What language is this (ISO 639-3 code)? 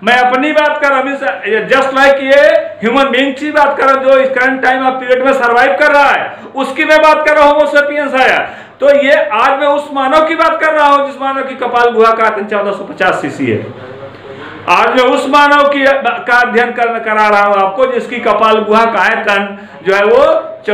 hin